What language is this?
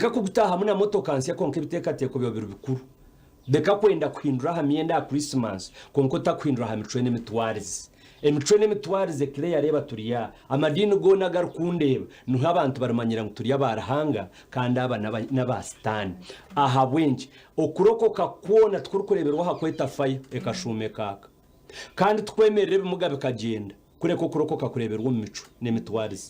Nyankole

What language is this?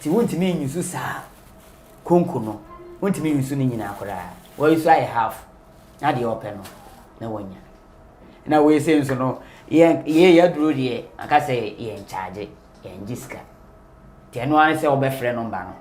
Akan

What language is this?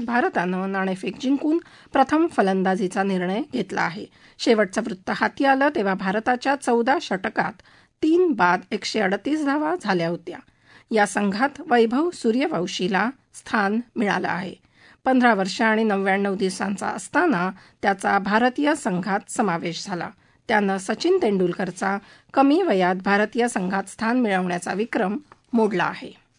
Marathi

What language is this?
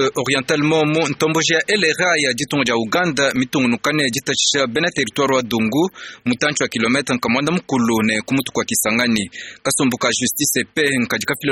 Luba-Lulua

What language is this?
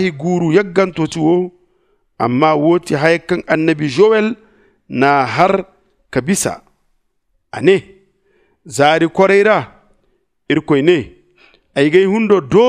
Zarma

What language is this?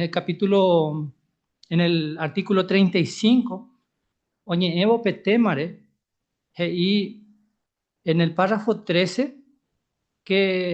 Guarani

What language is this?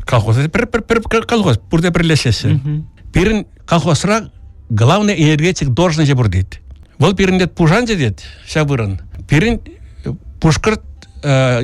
Chuvash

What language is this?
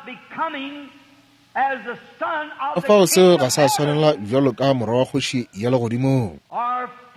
Northern Sotho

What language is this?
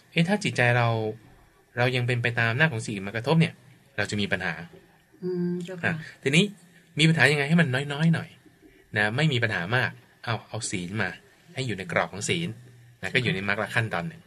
Thai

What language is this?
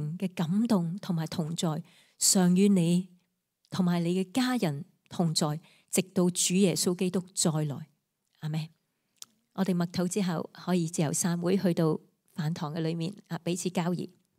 Cantonese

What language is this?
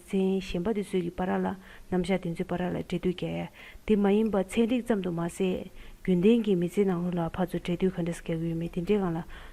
Tibetan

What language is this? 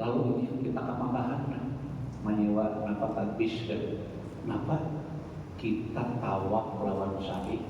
Banjar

